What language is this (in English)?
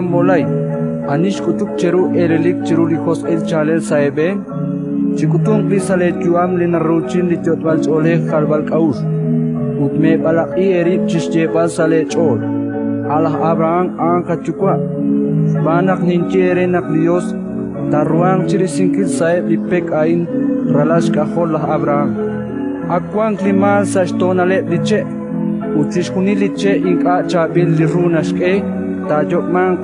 Kekchí